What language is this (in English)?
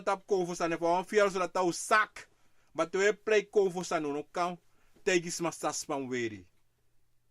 Sranan Tongo